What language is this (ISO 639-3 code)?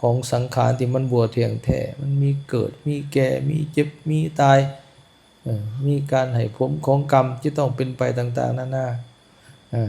lao